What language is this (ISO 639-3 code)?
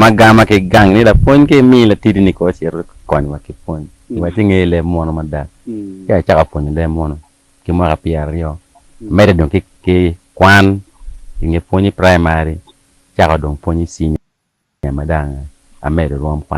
ach